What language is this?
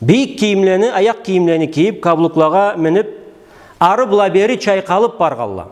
Karachay-Balkar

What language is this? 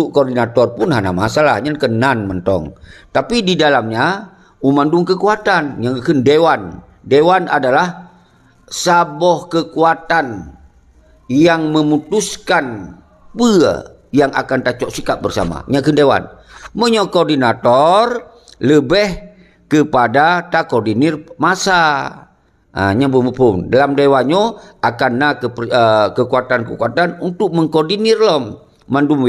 Achinese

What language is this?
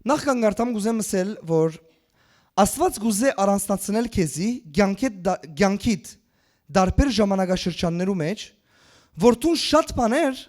Western Armenian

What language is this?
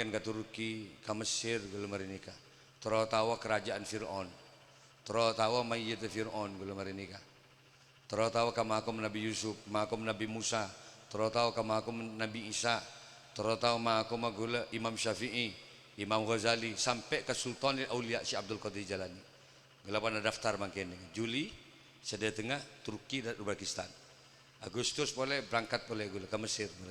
Madurese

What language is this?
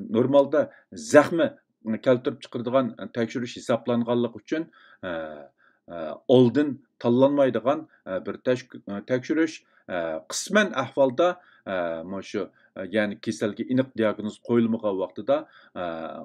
Uyghur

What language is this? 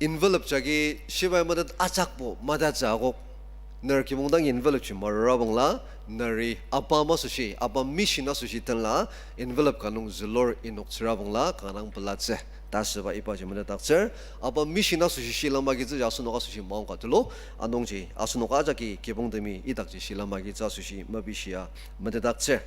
Ao Naga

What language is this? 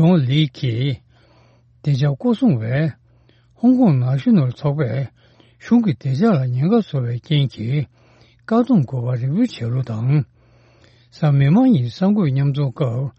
Tibetan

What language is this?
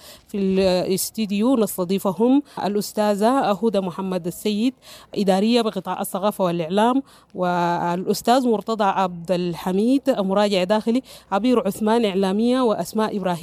Sudanese Arabic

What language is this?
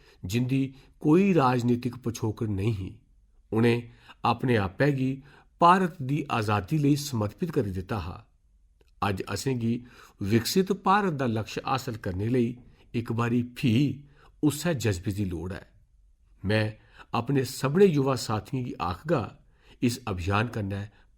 Dogri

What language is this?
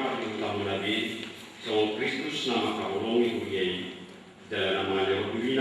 Batak Toba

